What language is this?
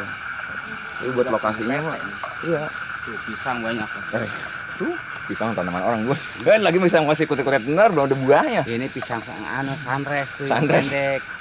Betawi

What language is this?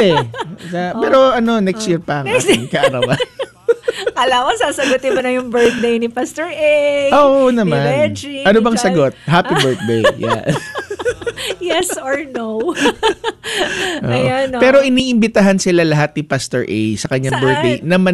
Filipino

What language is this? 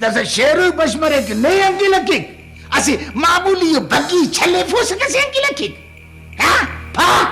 Brahui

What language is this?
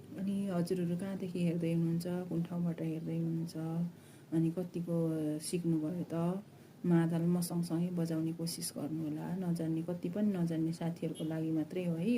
Nepali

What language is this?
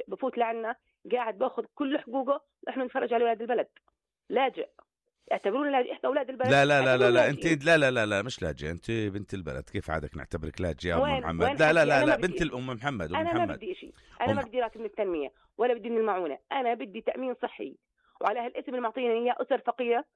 North Levantine Arabic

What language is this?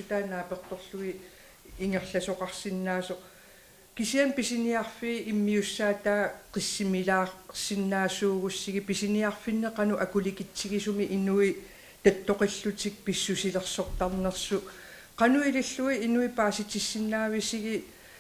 Kalaallisut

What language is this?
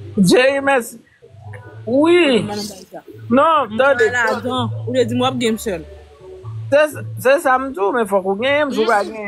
Haitian Creole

